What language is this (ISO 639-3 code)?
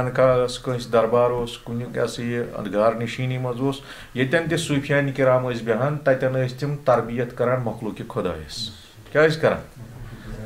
kas